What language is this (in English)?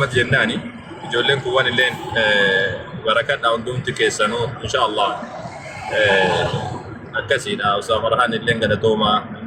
Oromo